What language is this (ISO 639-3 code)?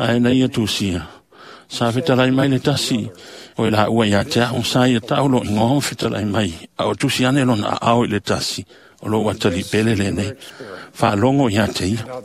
smo